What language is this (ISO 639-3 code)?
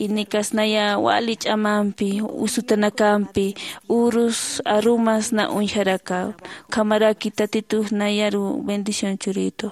aym